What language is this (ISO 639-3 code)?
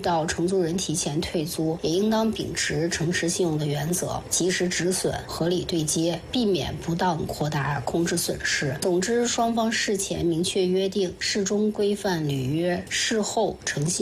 zho